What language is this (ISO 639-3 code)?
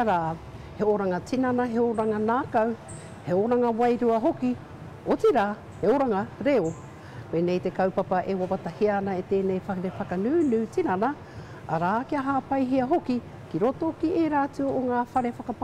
mri